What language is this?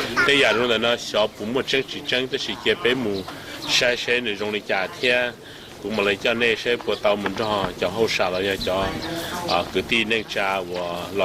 Hmong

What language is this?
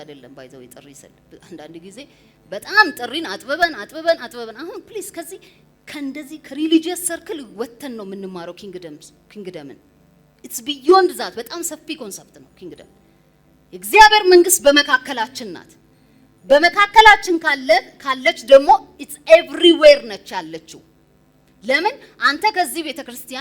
Amharic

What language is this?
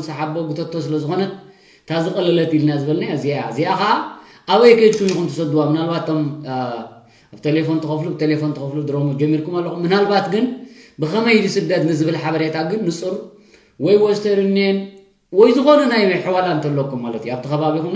Tigrinya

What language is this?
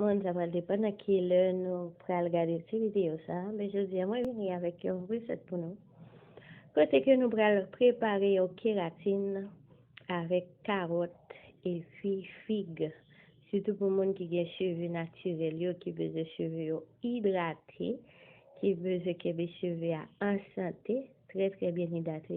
Haitian Creole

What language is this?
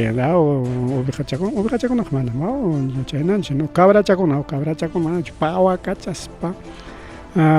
Ayacucho Quechua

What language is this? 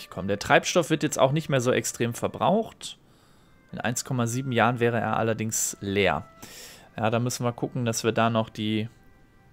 German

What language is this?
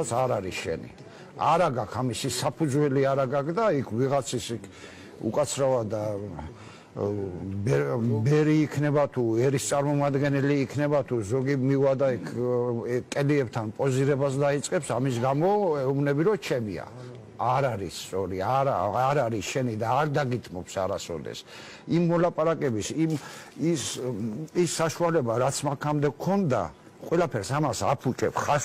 Georgian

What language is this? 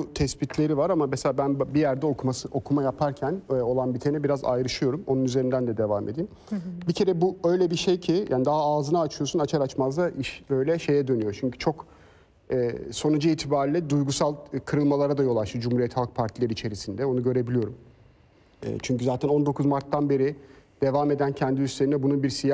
Turkish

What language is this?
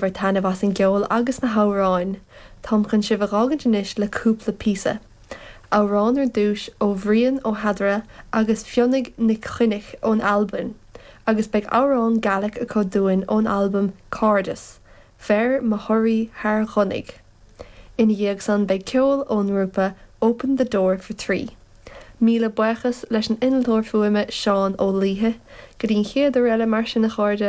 Irish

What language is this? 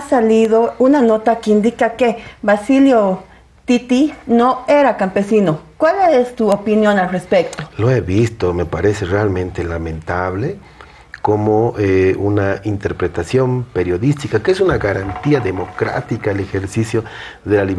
Spanish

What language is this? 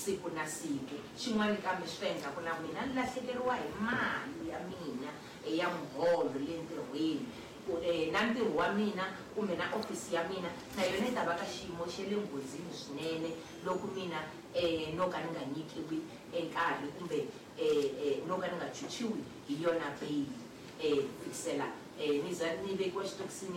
Tsonga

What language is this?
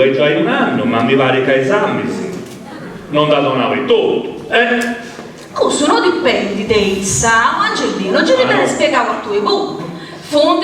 Sardinian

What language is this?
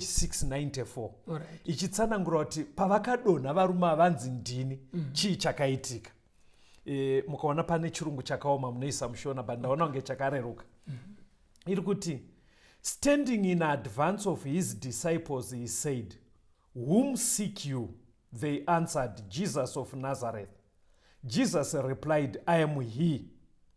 Shona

